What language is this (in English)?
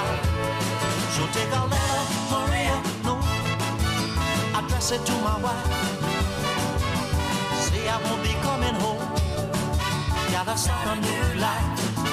English